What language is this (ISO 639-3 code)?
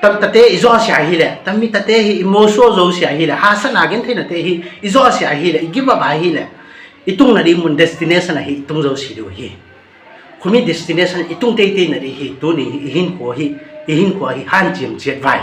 ctd